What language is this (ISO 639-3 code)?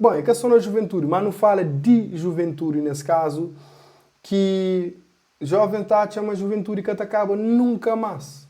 kea